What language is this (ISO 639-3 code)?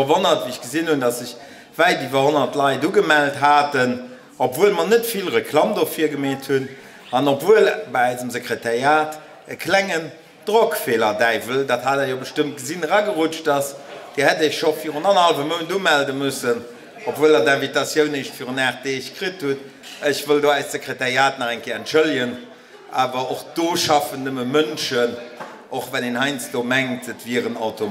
ltz